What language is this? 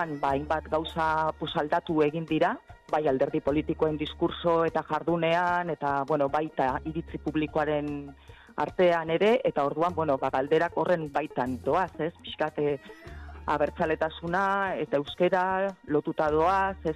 Basque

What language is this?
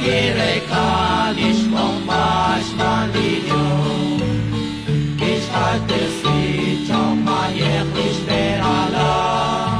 Kekchí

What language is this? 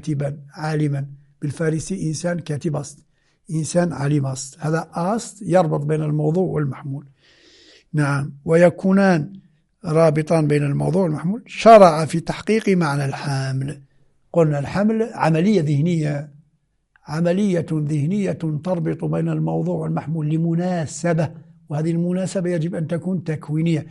Moroccan Arabic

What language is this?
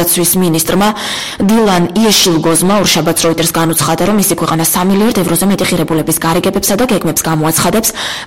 Georgian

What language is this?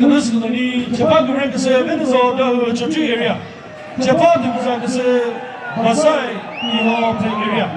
Chokri Naga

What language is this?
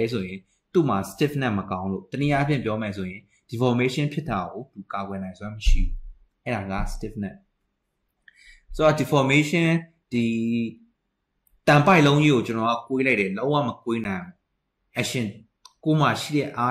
Burmese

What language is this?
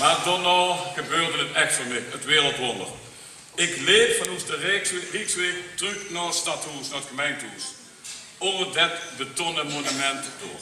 Limburgish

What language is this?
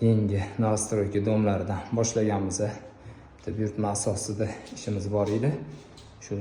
Uzbek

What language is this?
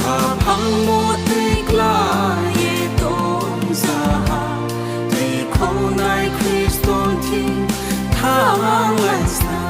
Riang (India)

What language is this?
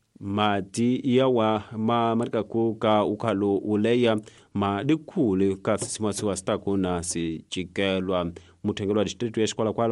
Tsonga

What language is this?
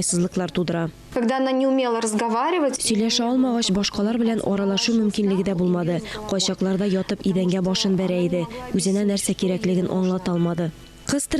Tatar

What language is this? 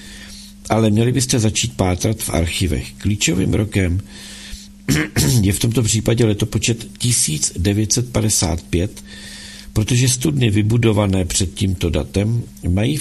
Czech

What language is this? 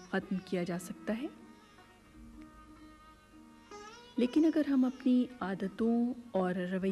Urdu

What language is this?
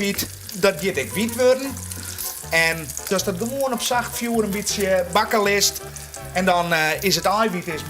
Western Frisian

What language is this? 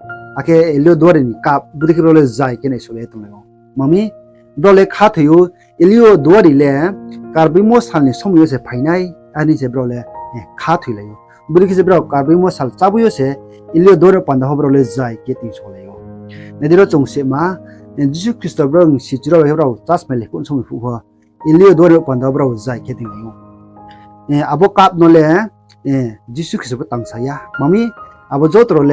Riang (India)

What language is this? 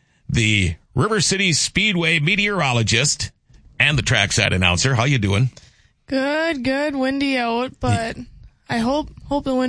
English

